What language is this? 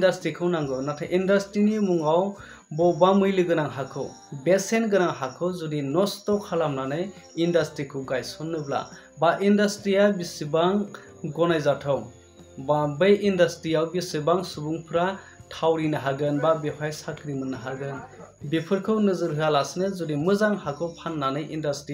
Bodo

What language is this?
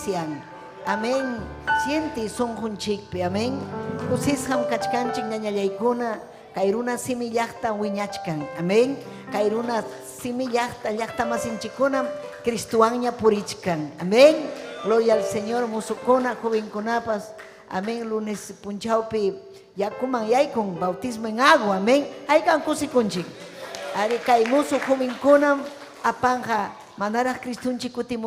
Ayacucho Quechua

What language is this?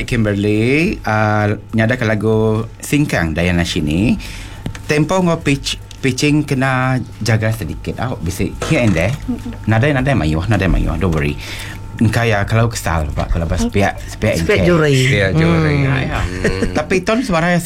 Iban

